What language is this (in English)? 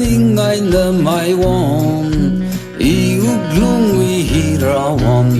Tangkhul Naga (India)